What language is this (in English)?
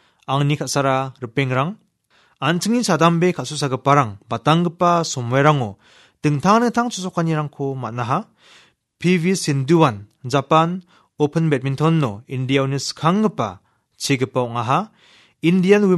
Garo